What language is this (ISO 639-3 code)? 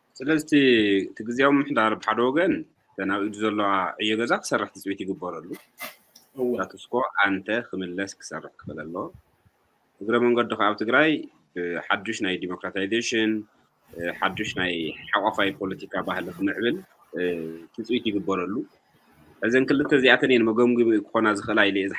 tir